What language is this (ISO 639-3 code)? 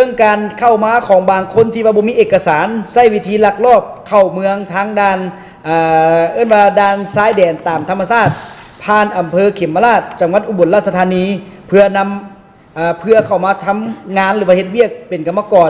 lao